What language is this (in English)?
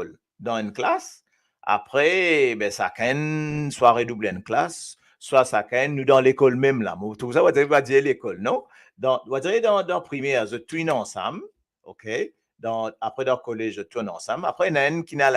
Morisyen